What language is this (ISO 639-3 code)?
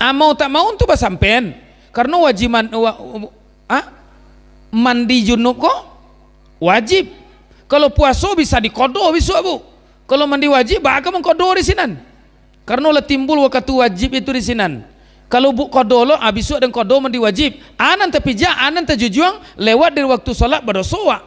min